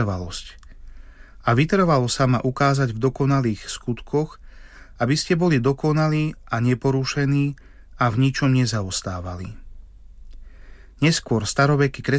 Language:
Slovak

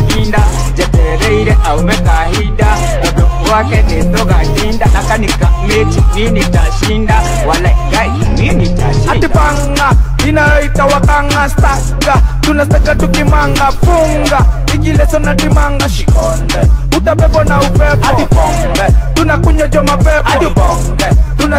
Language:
Swahili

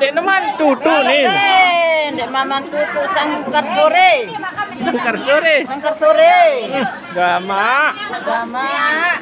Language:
Sasak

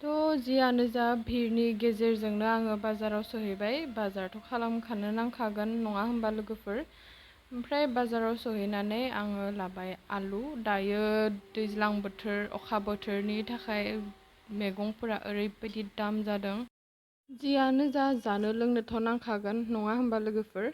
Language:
Bodo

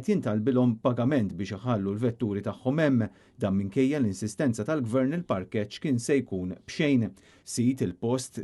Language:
Maltese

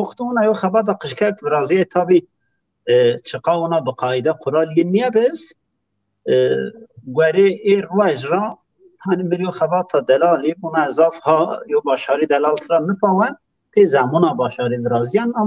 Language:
Zaza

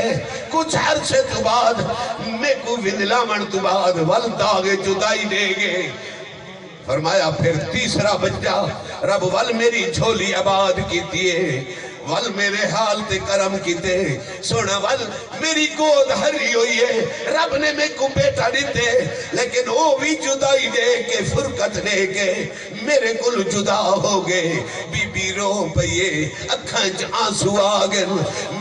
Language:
Saraiki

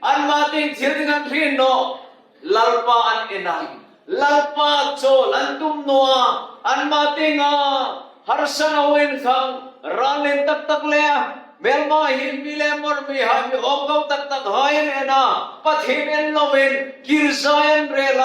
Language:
Hmar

